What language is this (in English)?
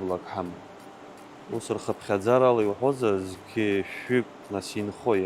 Abkhazian